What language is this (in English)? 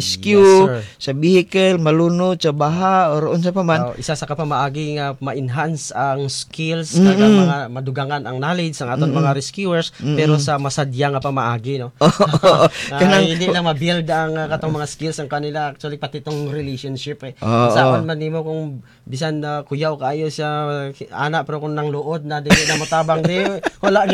Cebuano